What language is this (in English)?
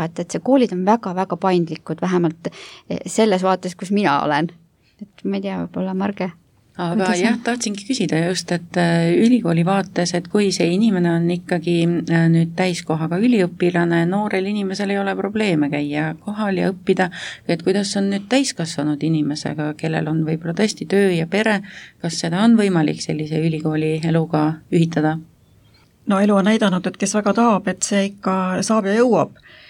Estonian